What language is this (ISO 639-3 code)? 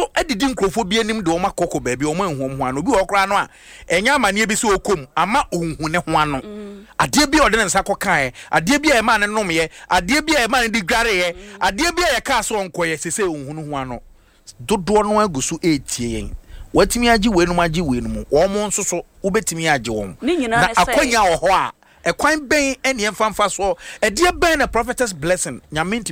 aka